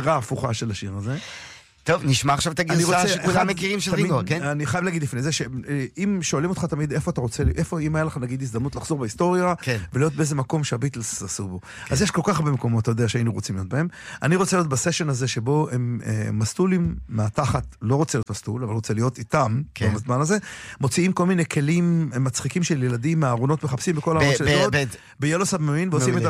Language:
Hebrew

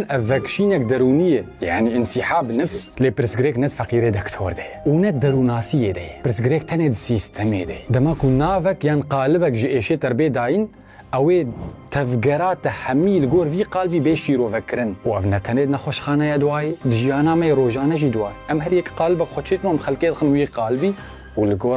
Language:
Kurdish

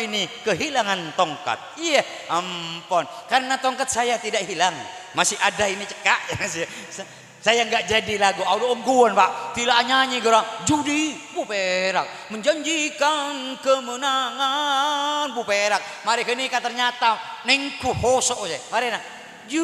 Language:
Madurese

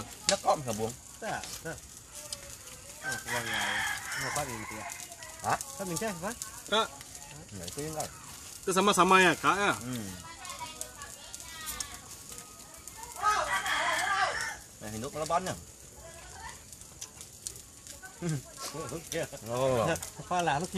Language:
Malay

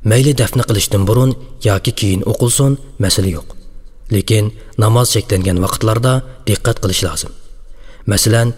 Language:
Uyghur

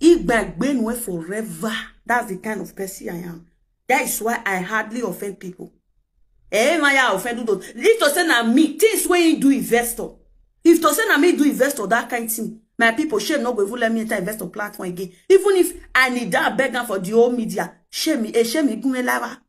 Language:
Nigerian Pidgin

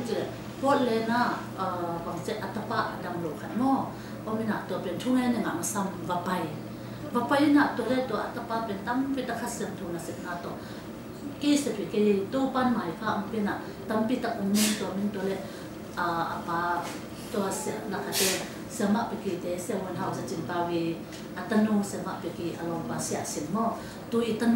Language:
Tedim Chin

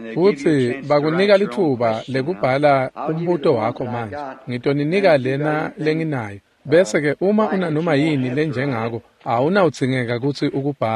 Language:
Swati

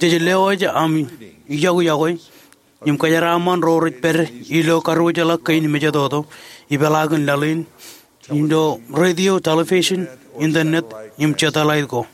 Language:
Marshallese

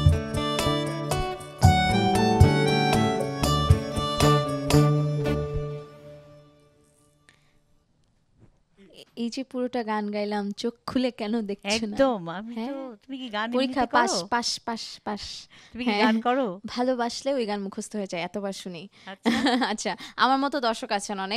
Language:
Bangla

